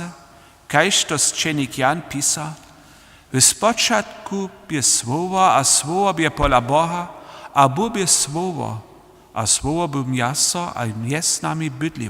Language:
Upper Sorbian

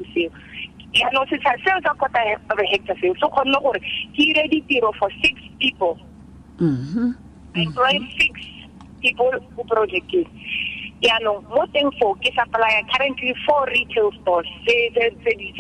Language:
Tswana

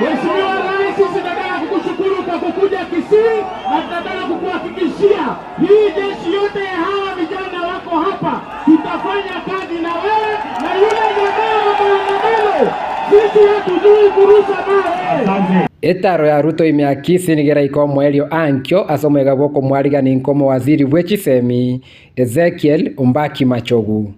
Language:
Gusii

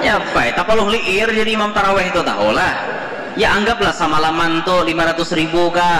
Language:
Banjar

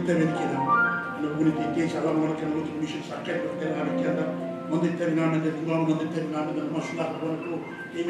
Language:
Fijian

